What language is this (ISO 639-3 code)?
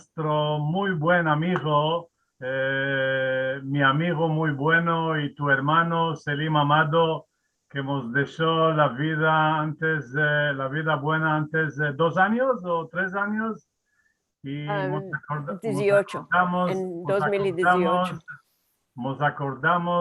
lad